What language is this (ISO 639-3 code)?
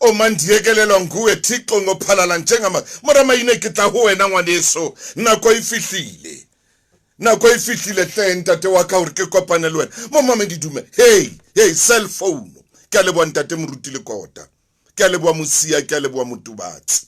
sot